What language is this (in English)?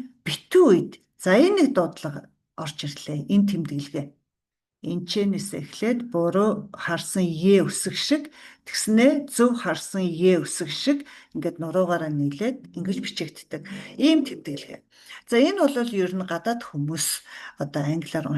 Mongolian